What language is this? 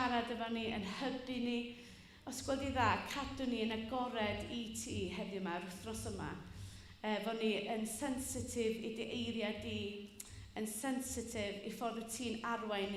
Welsh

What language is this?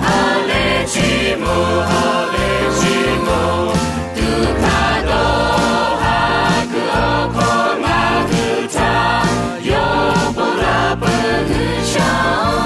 Lahu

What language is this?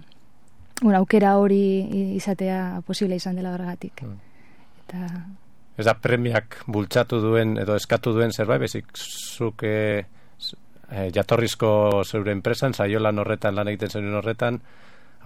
Basque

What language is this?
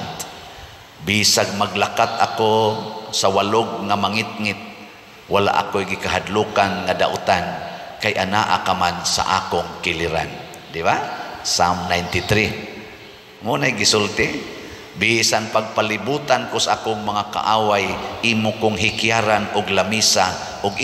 Cebuano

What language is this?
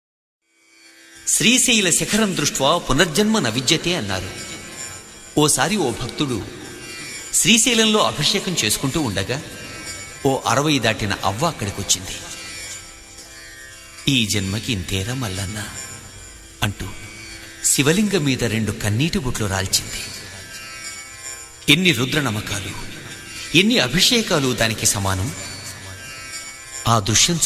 Telugu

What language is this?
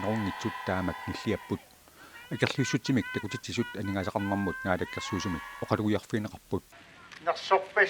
Kalaallisut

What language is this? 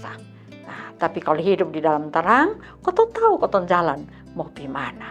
Kupang Malay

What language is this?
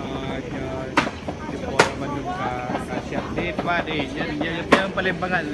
Achinese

